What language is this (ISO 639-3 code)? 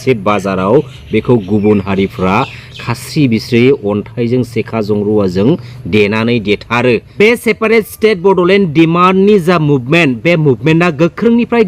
brx